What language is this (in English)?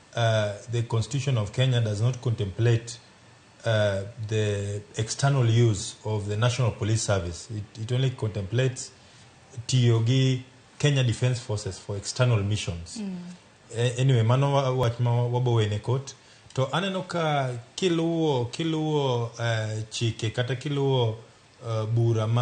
Luo (Kenya and Tanzania)